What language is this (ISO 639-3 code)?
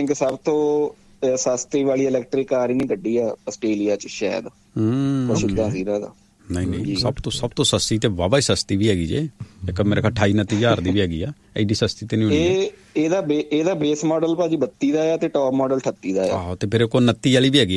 pan